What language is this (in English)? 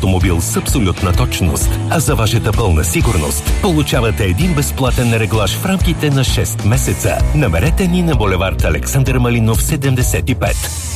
Bulgarian